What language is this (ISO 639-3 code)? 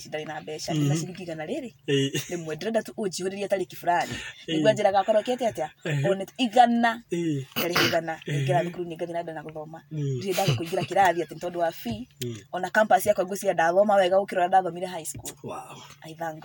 kik